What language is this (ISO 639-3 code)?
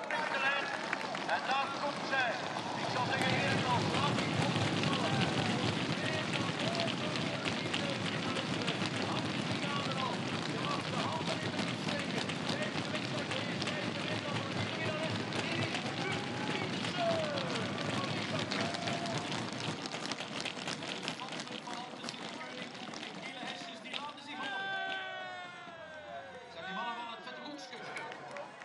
nld